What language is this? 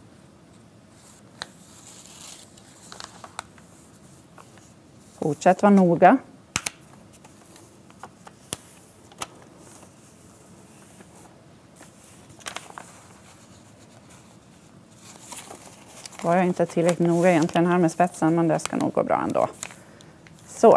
Swedish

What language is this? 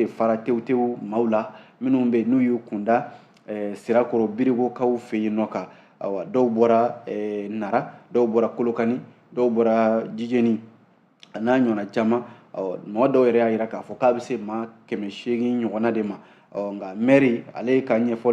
Bambara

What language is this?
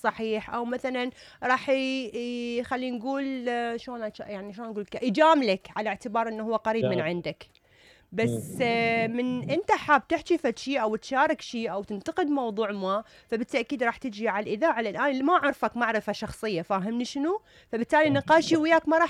Mesopotamian Arabic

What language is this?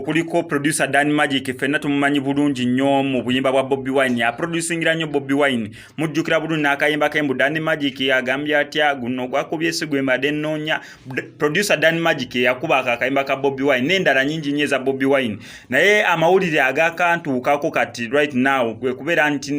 Ganda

